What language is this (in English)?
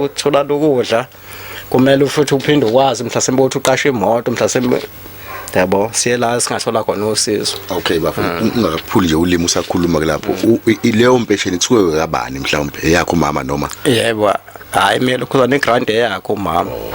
Zulu